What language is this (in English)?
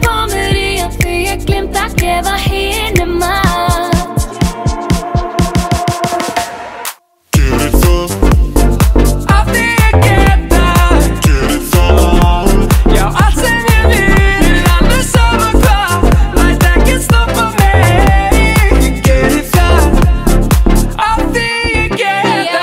Icelandic